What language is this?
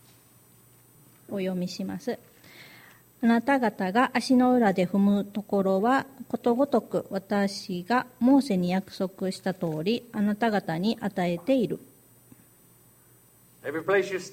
Japanese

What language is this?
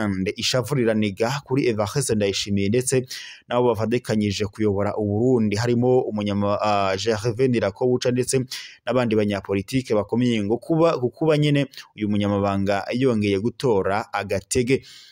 Rundi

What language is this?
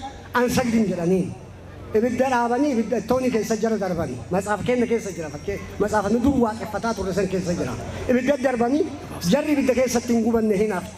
Oromo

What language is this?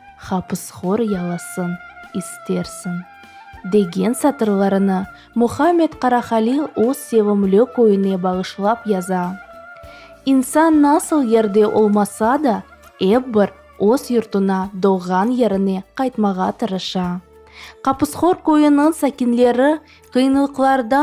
Crimean Tatar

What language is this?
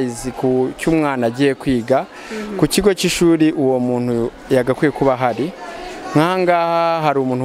Kinyarwanda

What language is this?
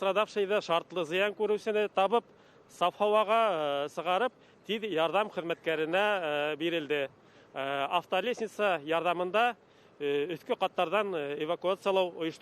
Bashkir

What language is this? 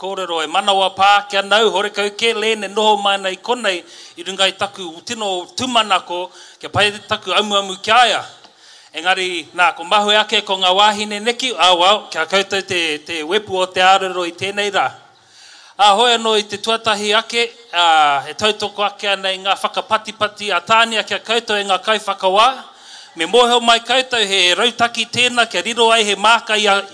Māori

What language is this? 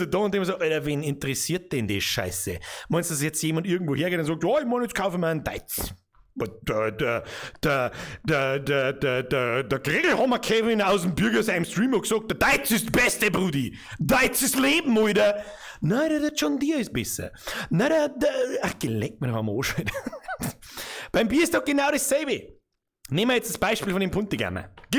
Bavarian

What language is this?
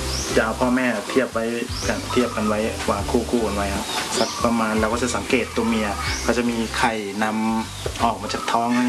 Thai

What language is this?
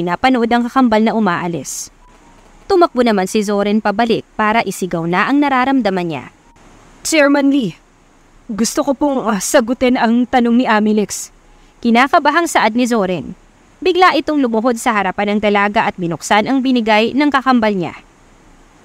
Filipino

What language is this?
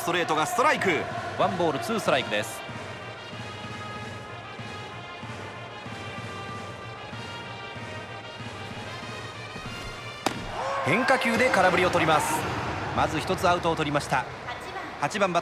Japanese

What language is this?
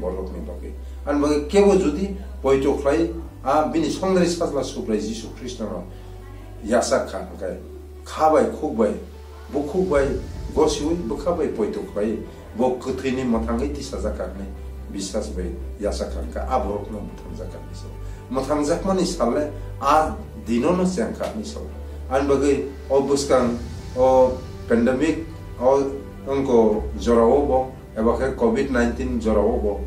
Kok Borok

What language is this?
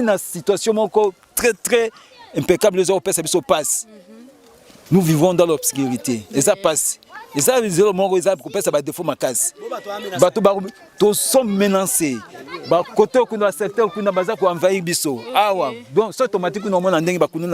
Lingala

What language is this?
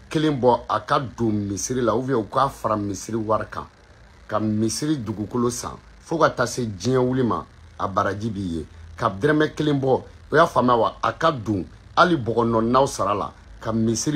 Bambara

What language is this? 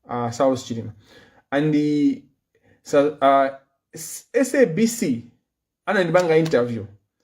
Nyanja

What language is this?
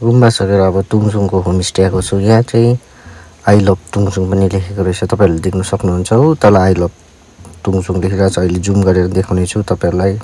Nepali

